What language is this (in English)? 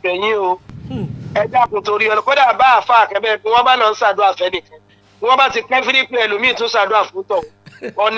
Yoruba